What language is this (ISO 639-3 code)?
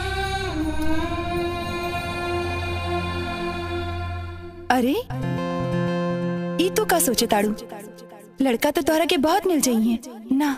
bho